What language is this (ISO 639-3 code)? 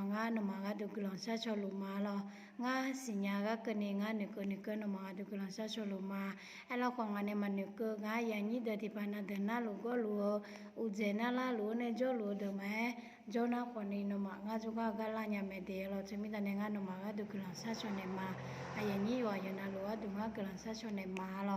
ahk